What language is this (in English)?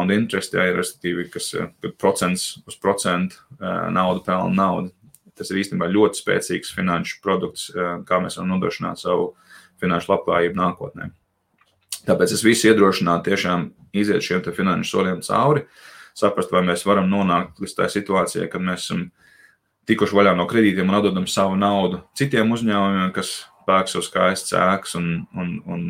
Latvian